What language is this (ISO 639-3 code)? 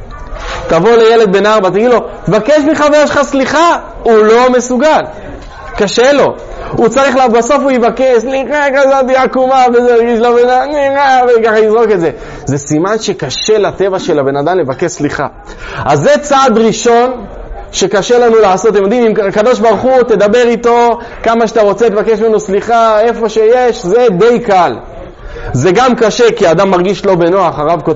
heb